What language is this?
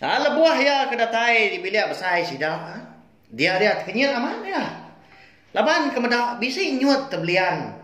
Iban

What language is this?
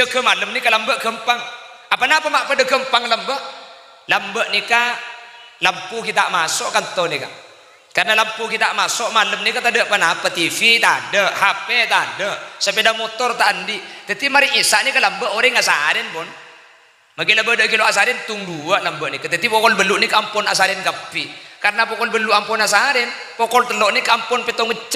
Madurese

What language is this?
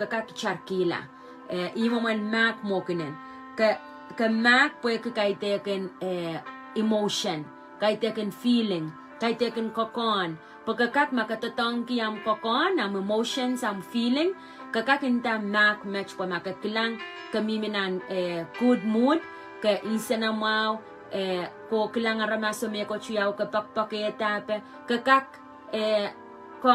Pohnpeian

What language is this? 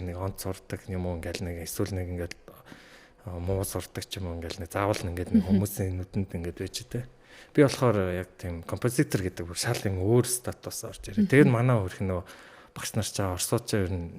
Mongolian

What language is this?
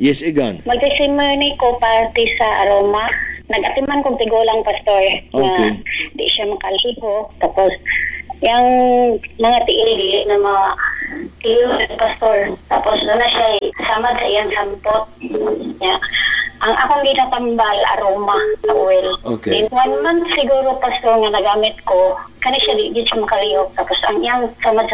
Cebuano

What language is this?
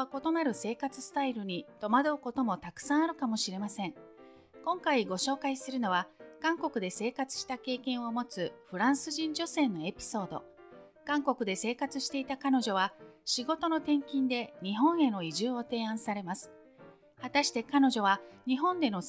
Japanese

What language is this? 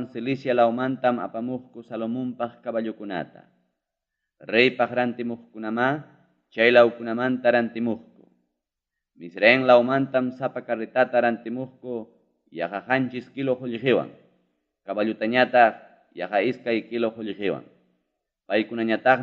Ayacucho Quechua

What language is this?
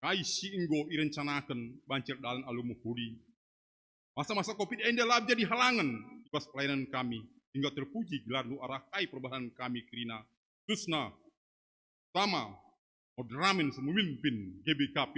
Batak Karo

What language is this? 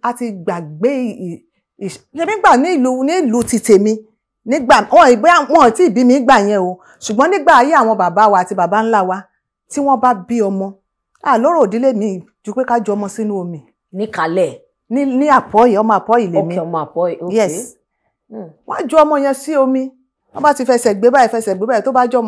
Yoruba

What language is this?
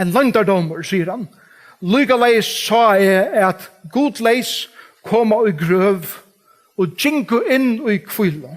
Faroese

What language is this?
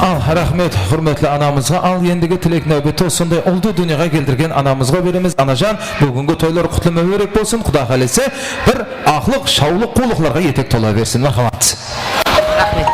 Kara-Kalpak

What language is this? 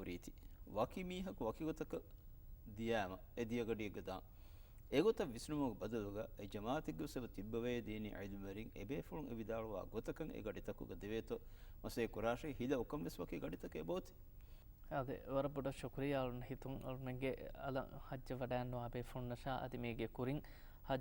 Divehi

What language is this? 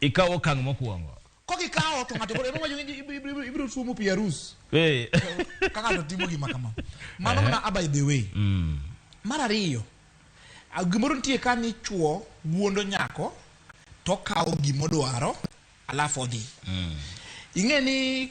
Luo (Kenya and Tanzania)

